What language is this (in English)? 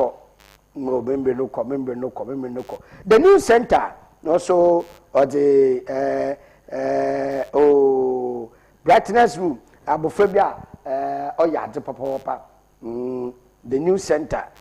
Akan